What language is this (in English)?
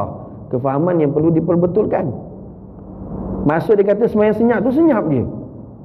Malay